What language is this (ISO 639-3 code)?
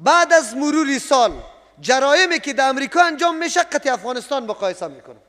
fas